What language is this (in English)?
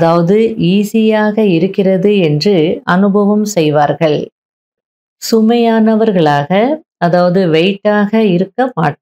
Tamil